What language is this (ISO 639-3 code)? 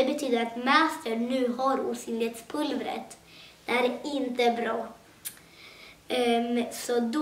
swe